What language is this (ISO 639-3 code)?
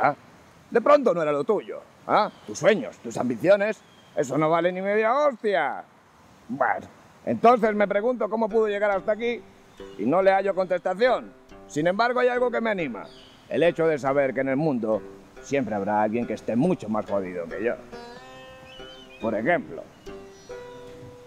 spa